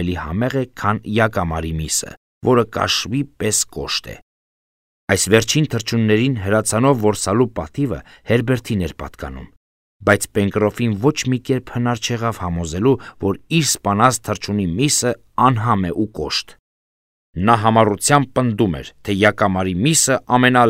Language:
Armenian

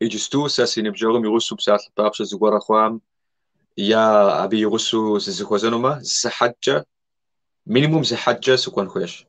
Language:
Kabardian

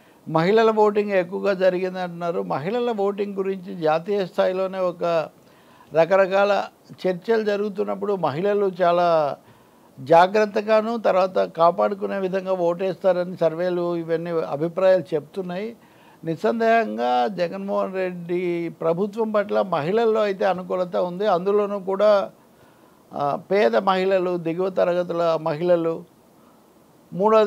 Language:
Telugu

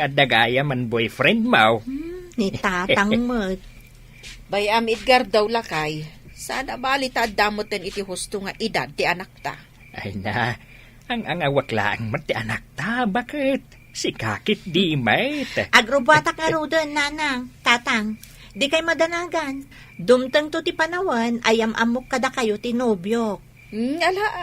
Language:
Iloko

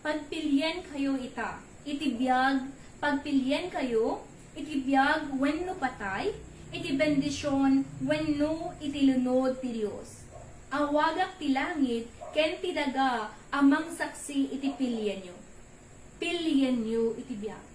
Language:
Iloko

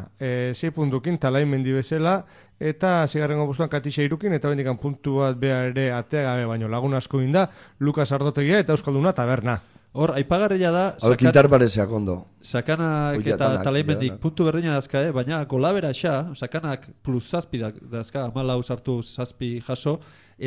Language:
Basque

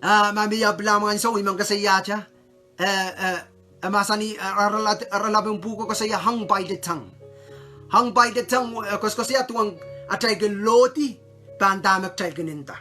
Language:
Pohnpeian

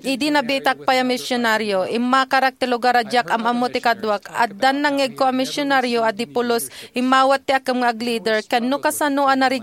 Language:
Iloko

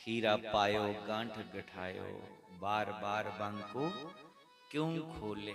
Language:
Dogri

